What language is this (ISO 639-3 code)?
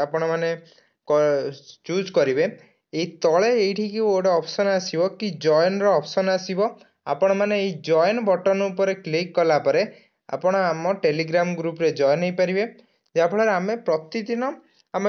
ori